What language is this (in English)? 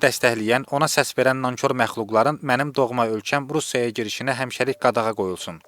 Azerbaijani